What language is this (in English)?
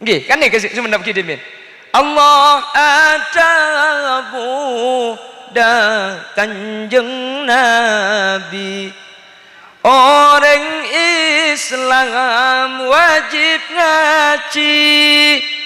Madurese